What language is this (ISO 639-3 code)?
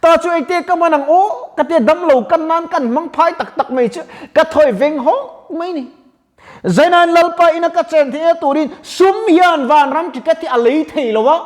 lus